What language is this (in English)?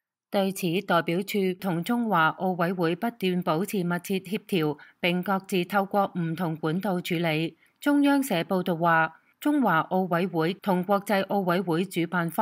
Cantonese